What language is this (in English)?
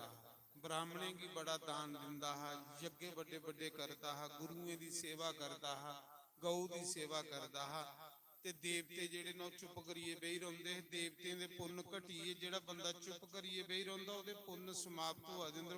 Dogri